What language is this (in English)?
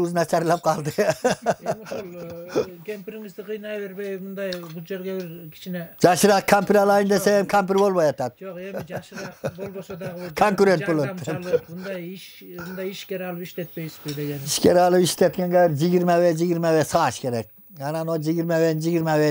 Kyrgyz